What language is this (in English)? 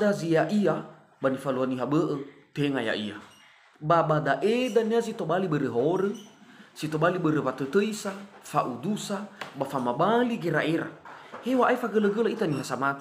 Nias